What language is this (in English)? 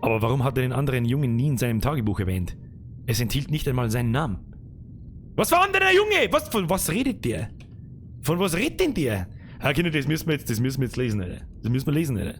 Bavarian